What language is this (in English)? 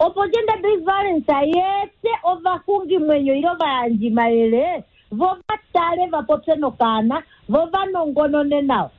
Kuanyama